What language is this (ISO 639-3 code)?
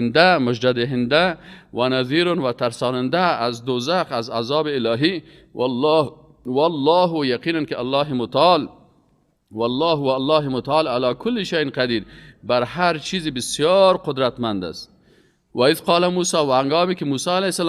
fas